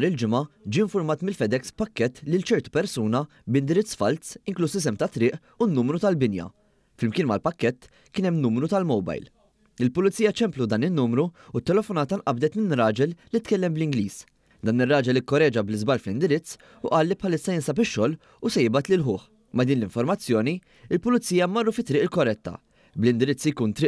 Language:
Maltese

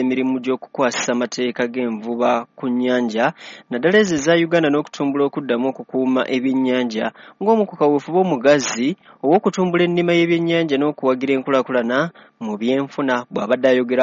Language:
Ganda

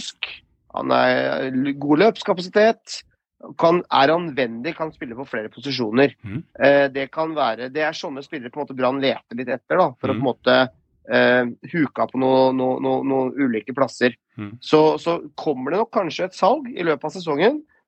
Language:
Norwegian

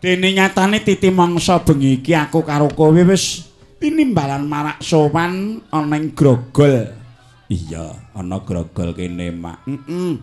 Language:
Javanese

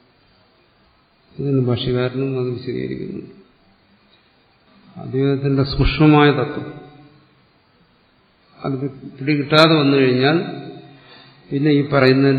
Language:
Malayalam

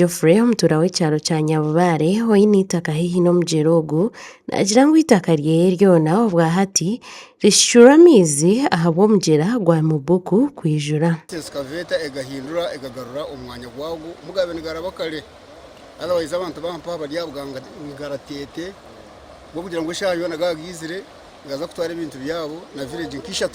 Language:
Nyankole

